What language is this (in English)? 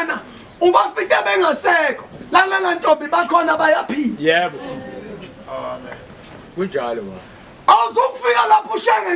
Zulu